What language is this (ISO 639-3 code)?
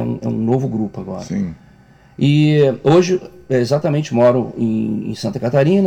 por